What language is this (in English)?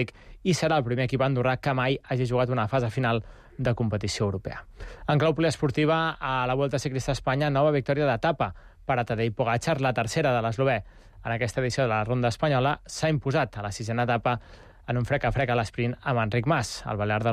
Catalan